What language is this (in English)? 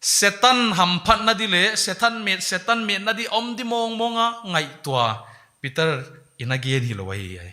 Paite Chin